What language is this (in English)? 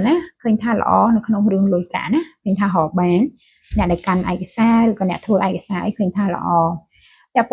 Khmer